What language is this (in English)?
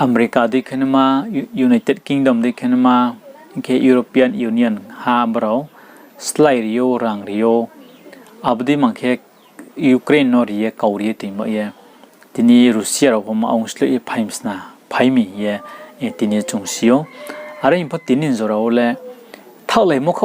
Riang (India)